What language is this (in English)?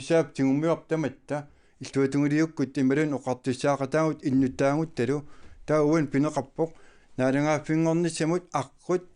Kalaallisut